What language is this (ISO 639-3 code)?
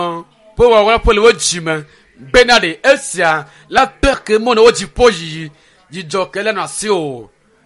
ewe